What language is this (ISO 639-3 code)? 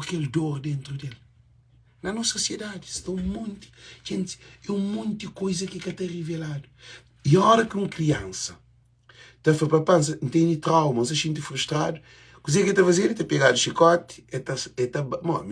kea